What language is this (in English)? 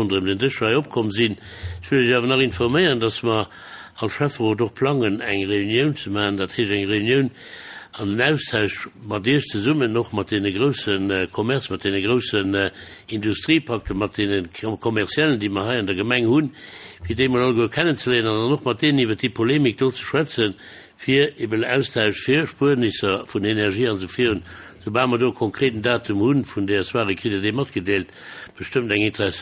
Luxembourgish